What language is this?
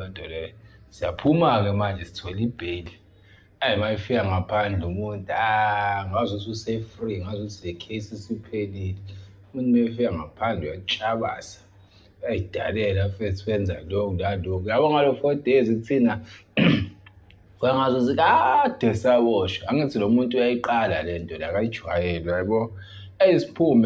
Zulu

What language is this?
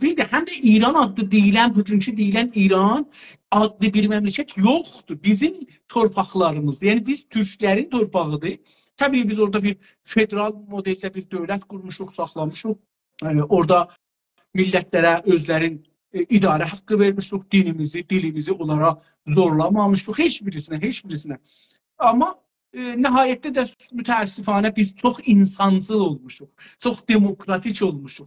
South Azerbaijani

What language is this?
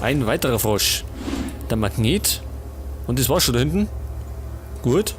Bavarian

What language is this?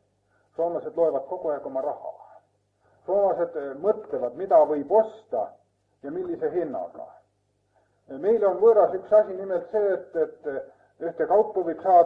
Estonian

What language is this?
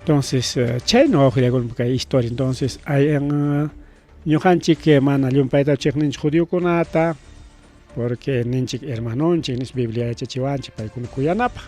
Ayacucho Quechua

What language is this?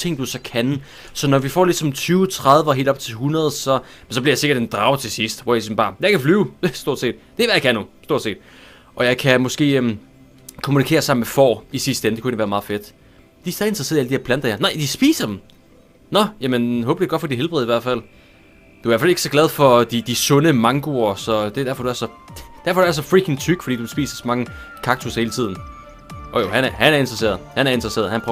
Danish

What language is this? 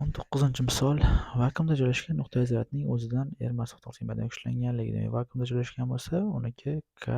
Uzbek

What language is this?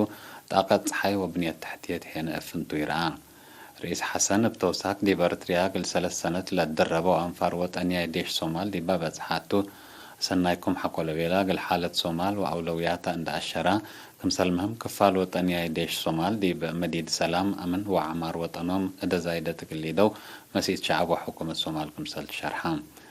Tigre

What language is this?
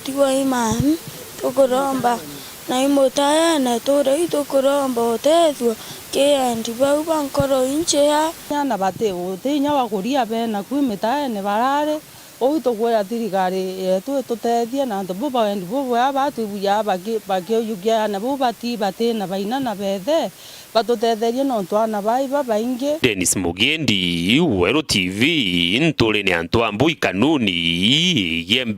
Meru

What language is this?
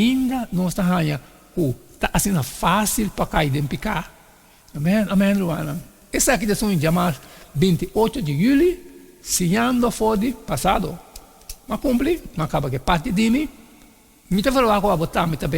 Papiamento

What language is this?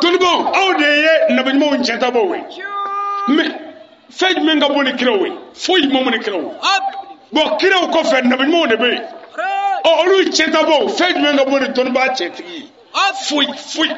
Bambara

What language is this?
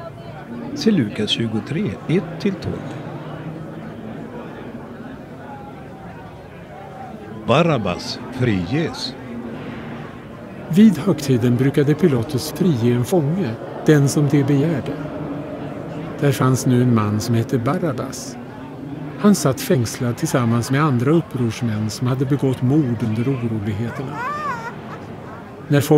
Swedish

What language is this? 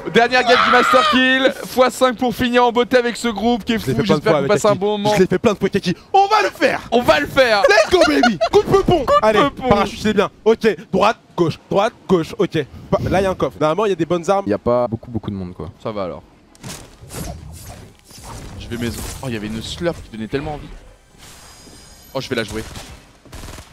French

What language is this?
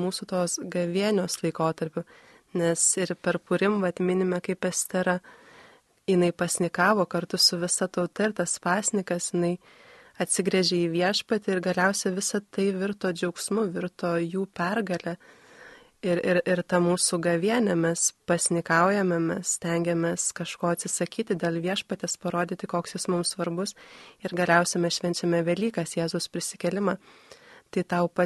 Lithuanian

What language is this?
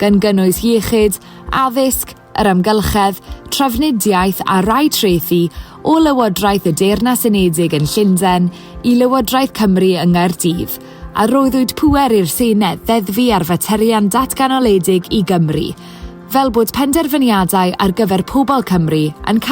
Welsh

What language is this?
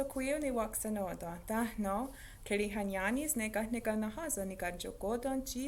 Mohawk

